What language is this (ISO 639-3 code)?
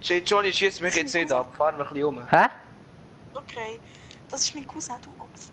gsw